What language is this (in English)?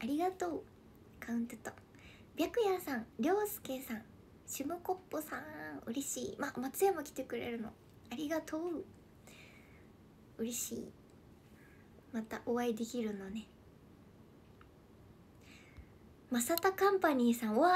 Japanese